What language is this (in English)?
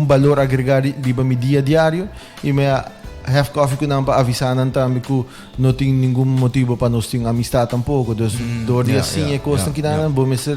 Papiamento